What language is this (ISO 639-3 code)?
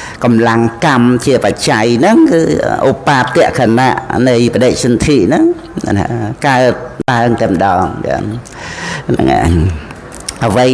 khm